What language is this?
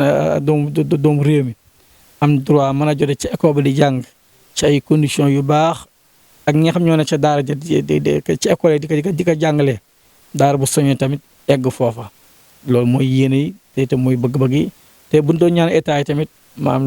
Wolof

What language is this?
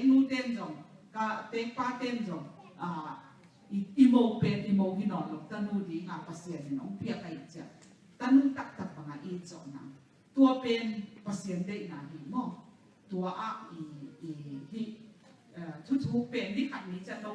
Tedim Chin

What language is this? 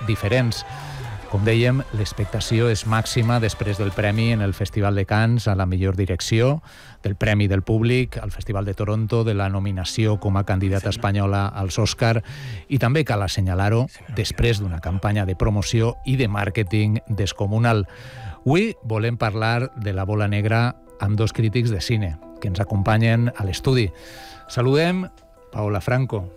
Catalan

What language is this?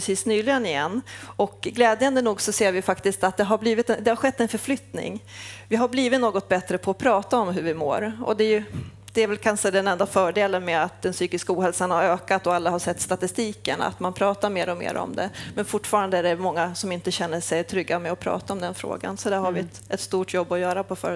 Swedish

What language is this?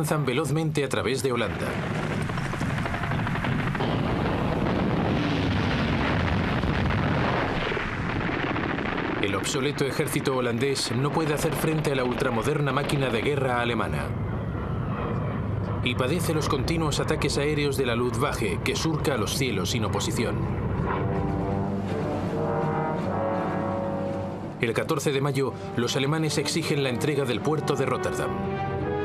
Spanish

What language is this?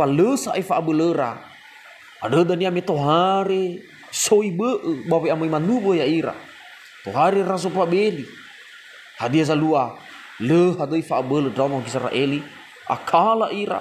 Nias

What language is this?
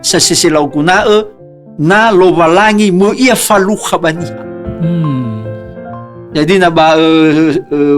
Nias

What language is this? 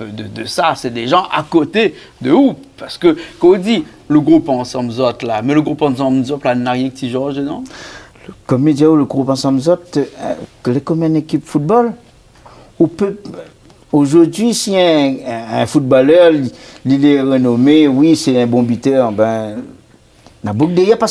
Réunion Creole French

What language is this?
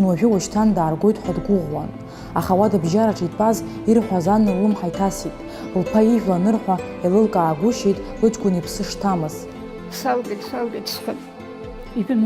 Abkhazian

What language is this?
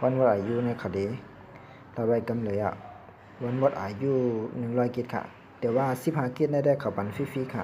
Shan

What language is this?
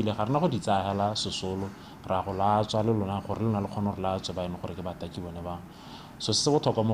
Tswana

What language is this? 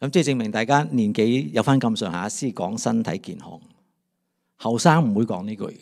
Cantonese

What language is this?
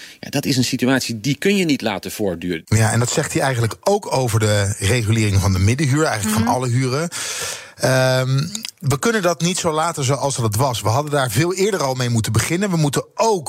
Dutch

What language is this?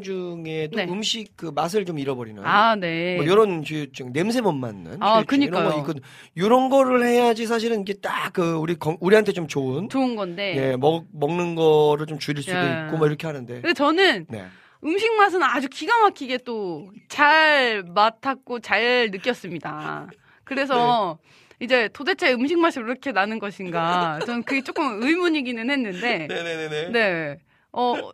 Korean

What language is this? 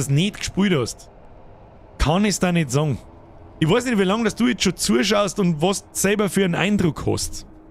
Bavarian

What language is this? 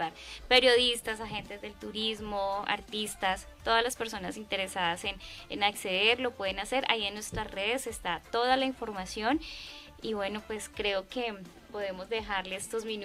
Spanish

